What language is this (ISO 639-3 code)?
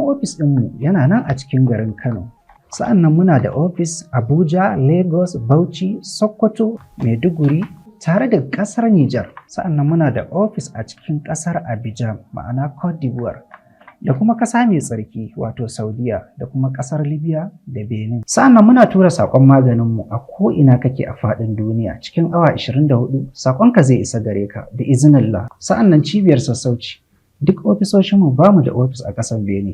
hau